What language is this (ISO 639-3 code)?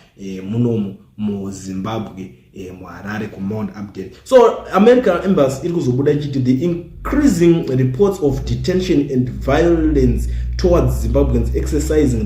sna